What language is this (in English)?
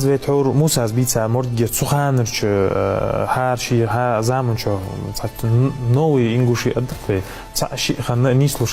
Ingush